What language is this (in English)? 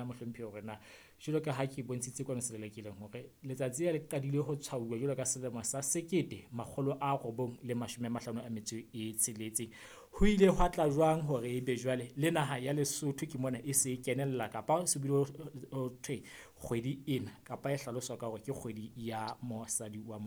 Southern Sotho